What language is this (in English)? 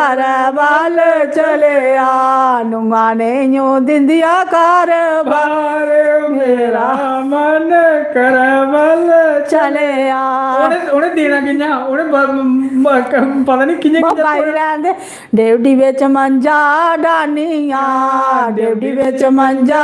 Dogri